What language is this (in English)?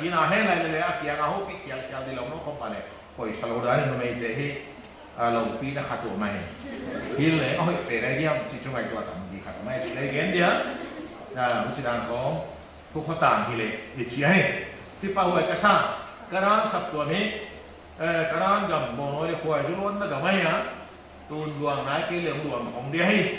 Paite Chin